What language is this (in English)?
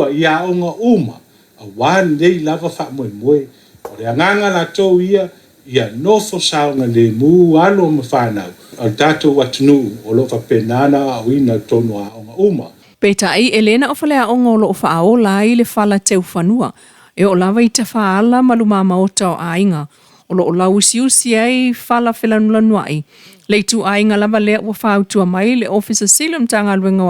Samoan